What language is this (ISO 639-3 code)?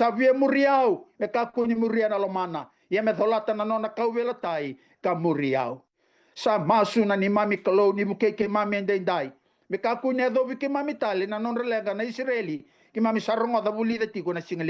fij